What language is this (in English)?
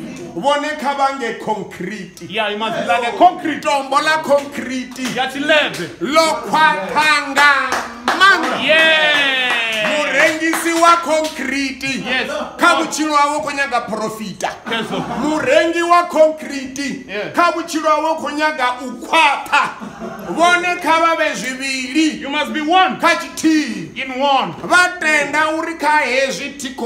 Venda